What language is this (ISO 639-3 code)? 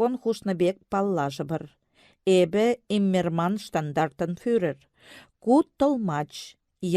chv